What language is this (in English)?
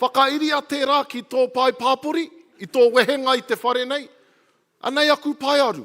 Māori